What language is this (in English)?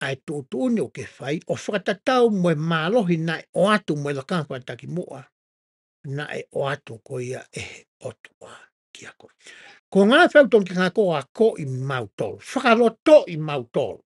Tongan